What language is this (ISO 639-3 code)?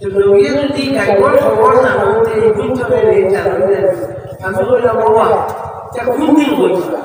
syl